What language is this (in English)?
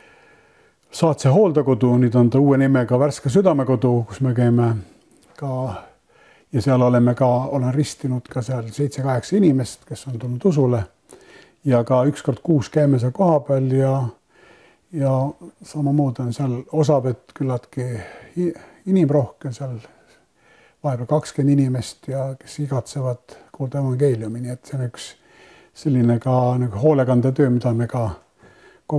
Estonian